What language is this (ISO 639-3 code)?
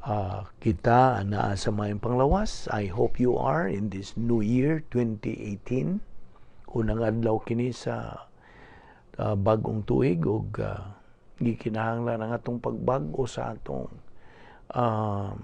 ceb